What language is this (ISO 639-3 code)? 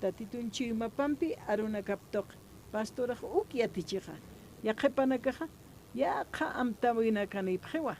aym